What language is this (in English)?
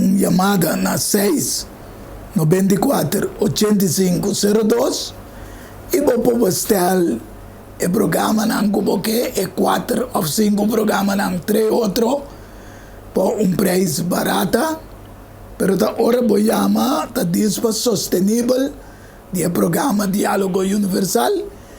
Papiamento